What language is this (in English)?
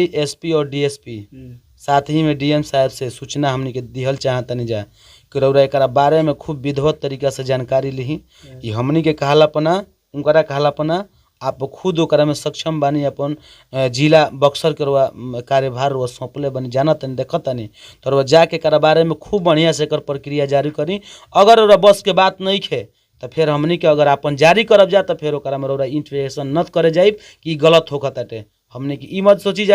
Bhojpuri